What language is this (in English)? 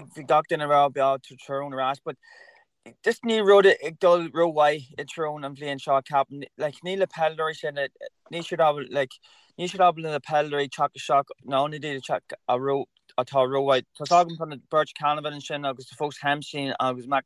Irish